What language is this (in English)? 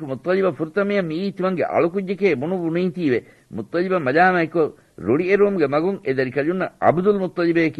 Divehi